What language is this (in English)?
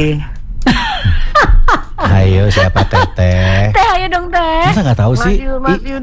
Indonesian